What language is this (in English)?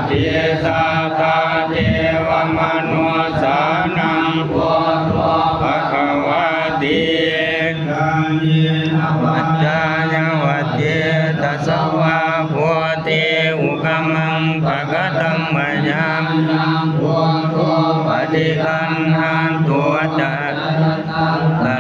Pali